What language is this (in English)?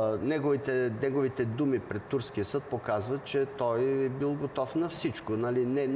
Bulgarian